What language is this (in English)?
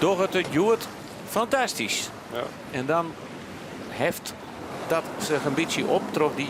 Western Frisian